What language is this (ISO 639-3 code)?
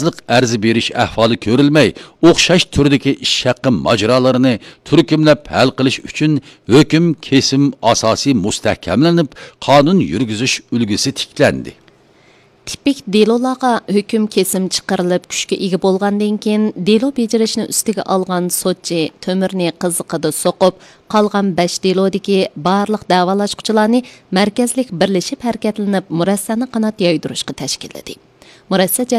uig